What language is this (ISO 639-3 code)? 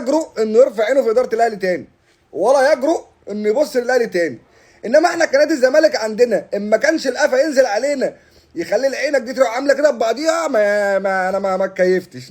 arz